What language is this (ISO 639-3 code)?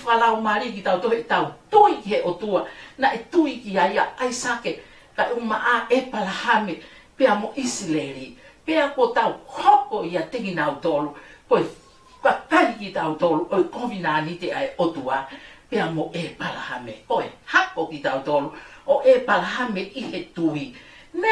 ton